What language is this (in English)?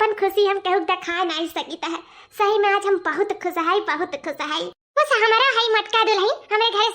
Awadhi